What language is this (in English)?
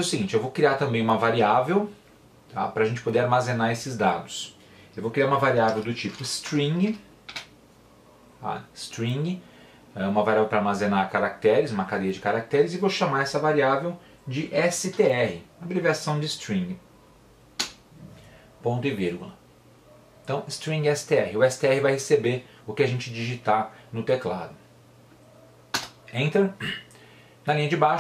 Portuguese